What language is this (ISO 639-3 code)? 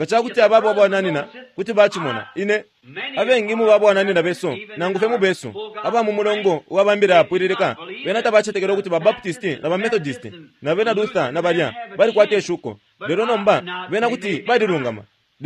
bem